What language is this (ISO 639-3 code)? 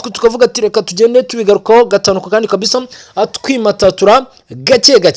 kin